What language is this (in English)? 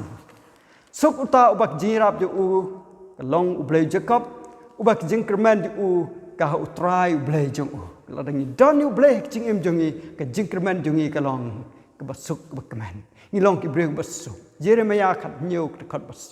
Khasi